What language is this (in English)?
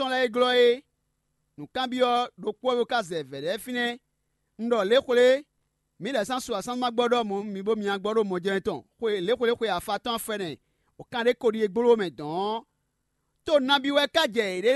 Fon